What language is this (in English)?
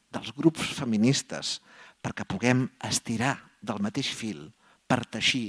Catalan